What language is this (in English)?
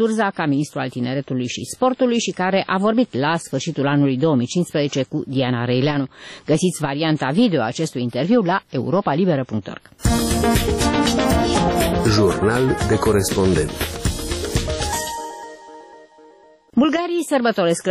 Romanian